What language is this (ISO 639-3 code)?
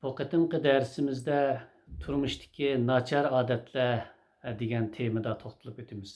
uig